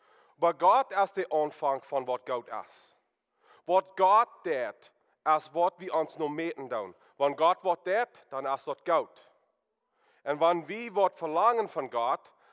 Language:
Plautdietsch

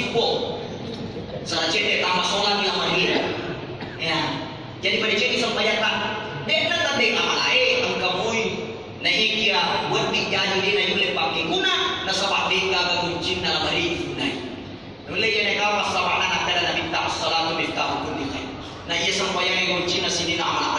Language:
Buginese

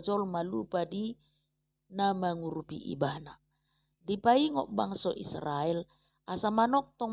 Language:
Batak Toba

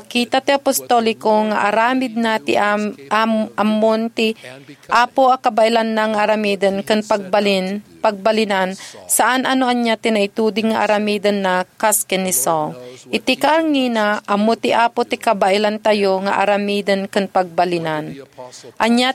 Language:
Iloko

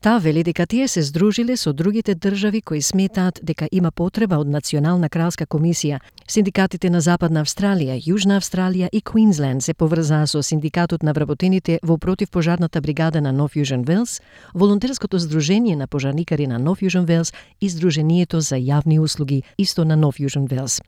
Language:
Macedonian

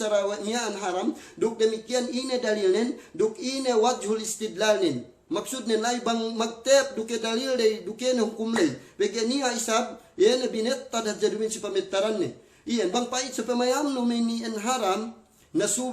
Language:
Yakan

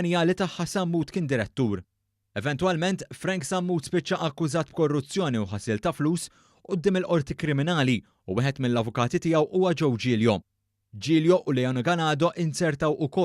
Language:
Maltese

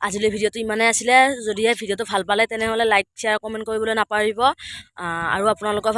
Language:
Assamese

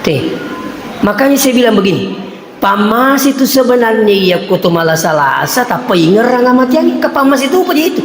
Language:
Buginese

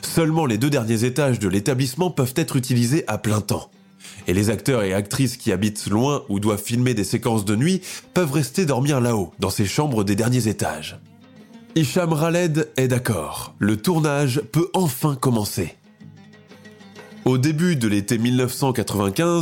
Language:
French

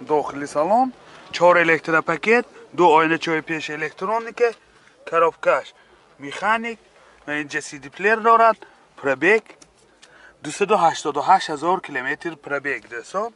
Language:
Tajik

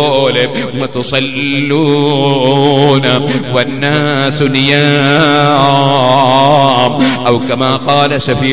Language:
Malayalam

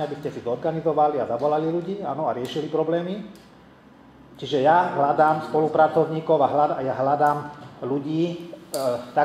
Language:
Slovak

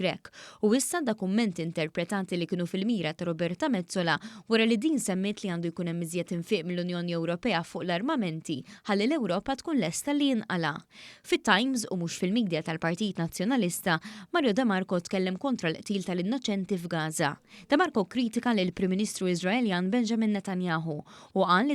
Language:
Maltese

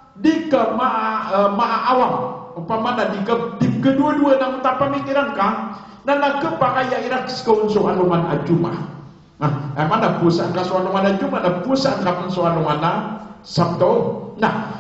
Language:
Maranao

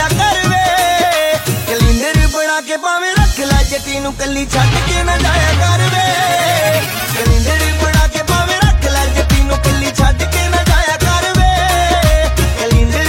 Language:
Punjabi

